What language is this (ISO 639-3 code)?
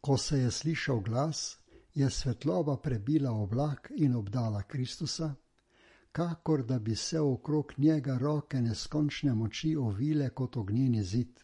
slv